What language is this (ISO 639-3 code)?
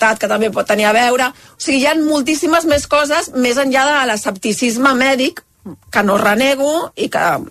cat